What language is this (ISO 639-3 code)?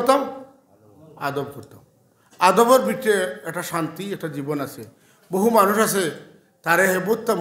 syl